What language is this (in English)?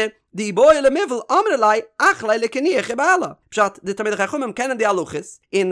Yiddish